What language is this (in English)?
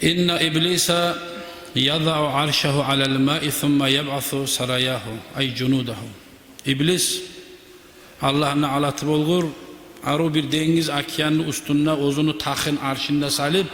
Kumyk